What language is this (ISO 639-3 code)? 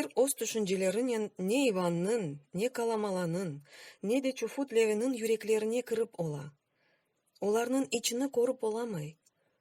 crh